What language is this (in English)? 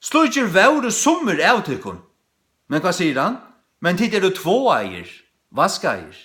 Faroese